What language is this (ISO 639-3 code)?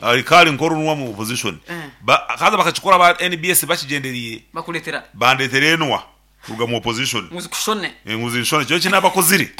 nyn